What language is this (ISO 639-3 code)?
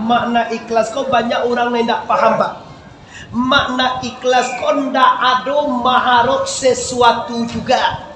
min